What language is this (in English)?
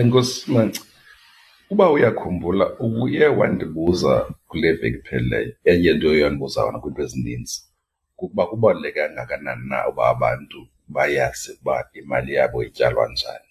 Xhosa